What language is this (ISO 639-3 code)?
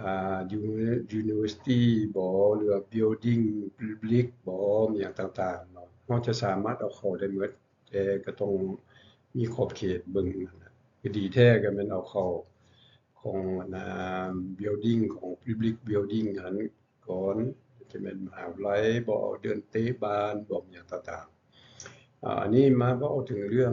lao